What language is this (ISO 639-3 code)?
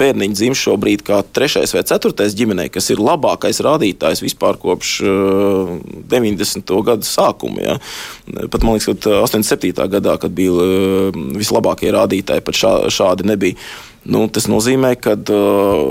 lav